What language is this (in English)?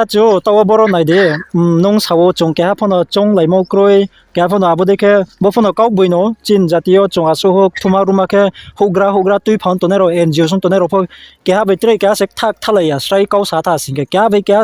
Riang (India)